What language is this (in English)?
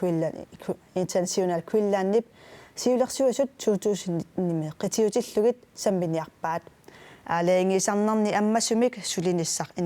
Kalaallisut